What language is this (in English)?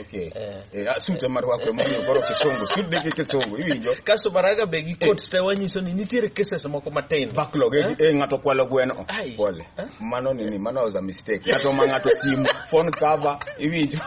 Luo (Kenya and Tanzania)